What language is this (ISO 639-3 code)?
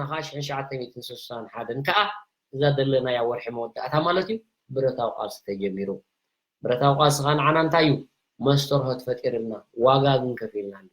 tir